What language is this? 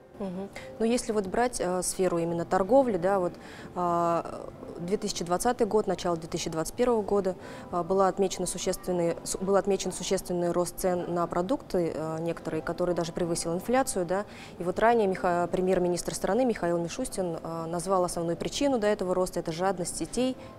Russian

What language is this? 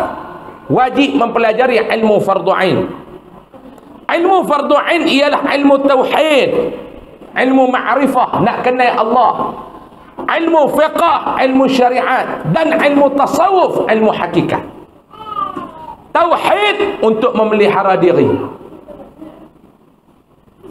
Malay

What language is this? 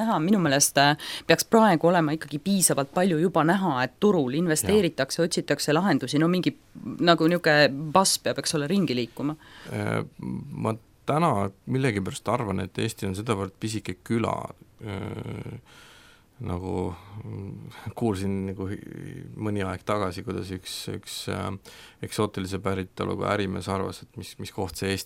Estonian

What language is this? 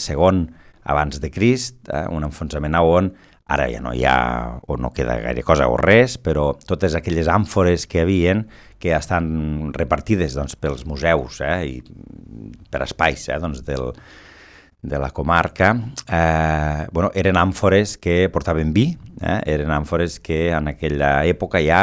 Catalan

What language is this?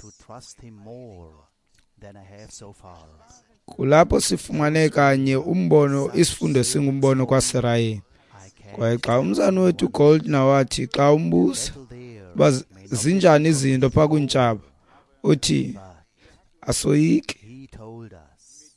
Xhosa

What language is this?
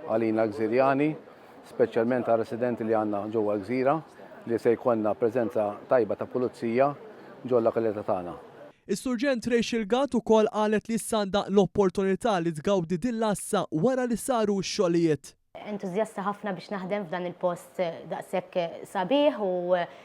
Maltese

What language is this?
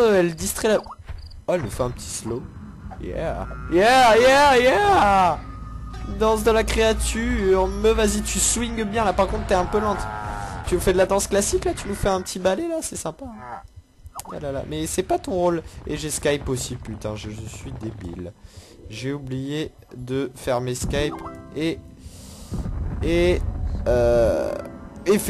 French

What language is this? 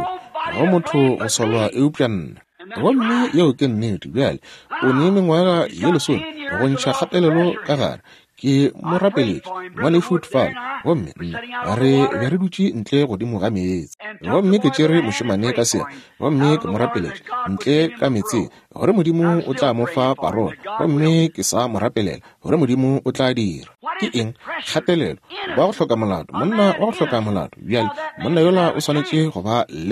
Northern Sotho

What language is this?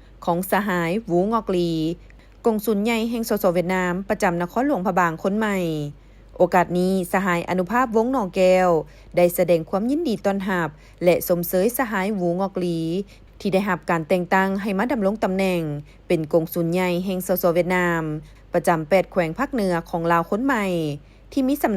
Lao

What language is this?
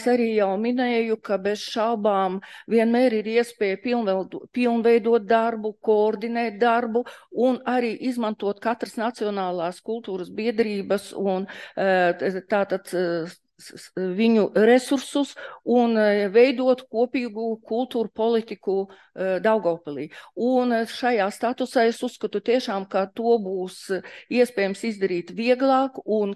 Latvian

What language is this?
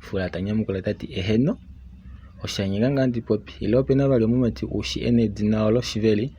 Kuanyama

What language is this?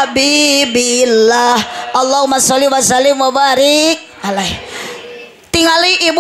Sundanese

